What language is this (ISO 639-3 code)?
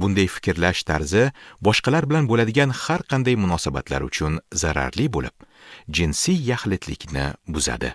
uzb